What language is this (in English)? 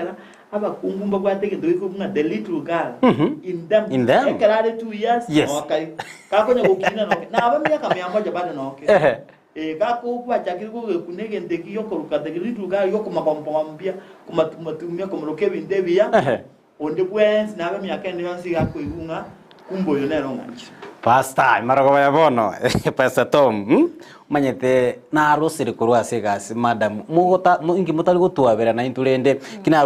Gusii